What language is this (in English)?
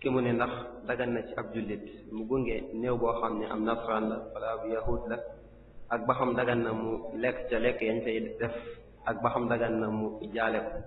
Wolof